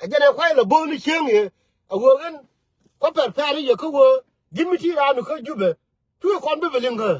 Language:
Nuer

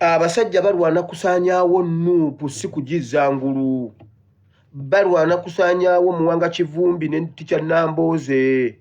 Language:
Ganda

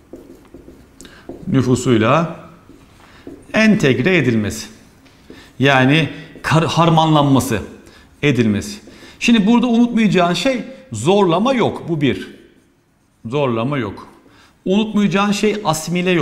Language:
Turkish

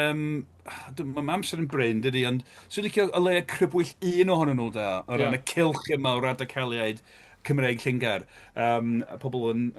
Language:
Welsh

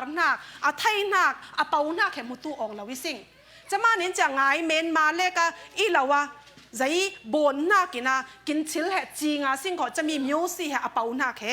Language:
Falam Chin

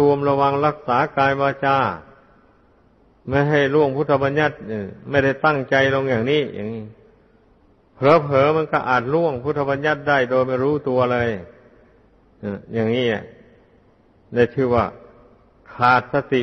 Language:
Thai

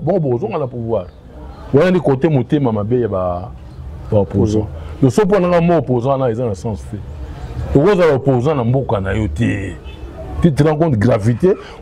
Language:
Lingala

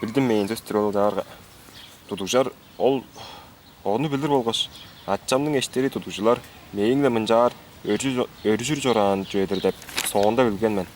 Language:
Tuvinian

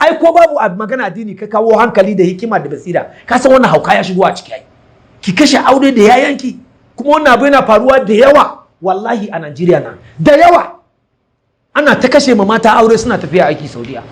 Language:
Hausa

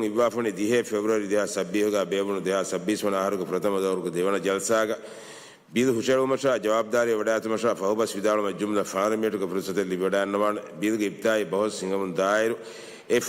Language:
Divehi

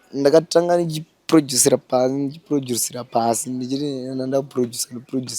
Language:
Shona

